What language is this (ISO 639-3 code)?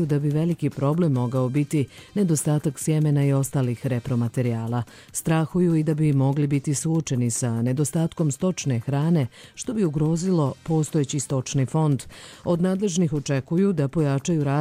bos